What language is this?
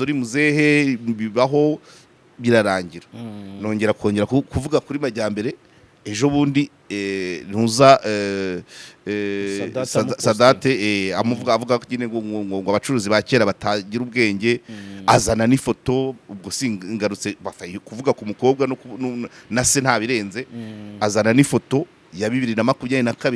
Kinyarwanda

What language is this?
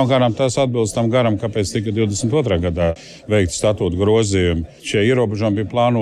Latvian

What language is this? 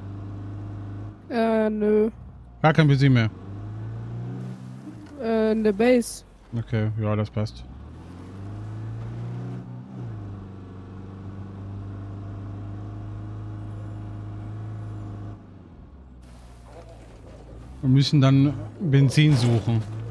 German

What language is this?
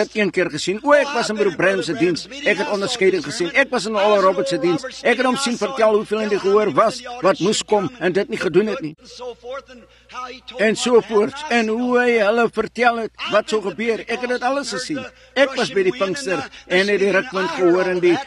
Afrikaans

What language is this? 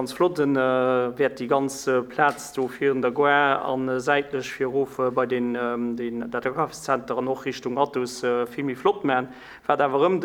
Luxembourgish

